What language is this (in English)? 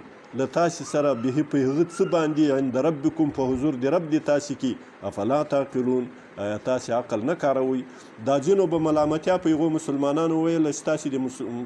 Pashto